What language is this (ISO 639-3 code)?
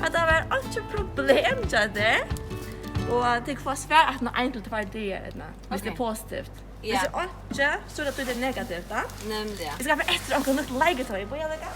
fao